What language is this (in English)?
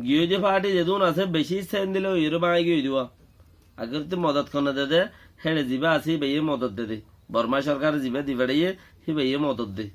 Rohingya